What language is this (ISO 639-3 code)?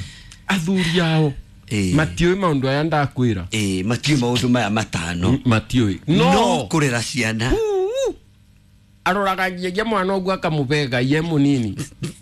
kik